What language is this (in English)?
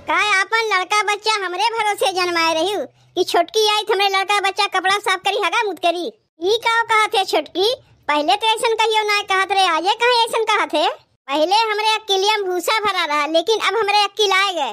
Awadhi